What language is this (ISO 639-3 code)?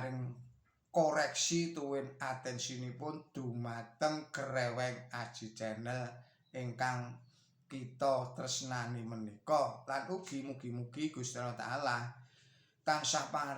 jav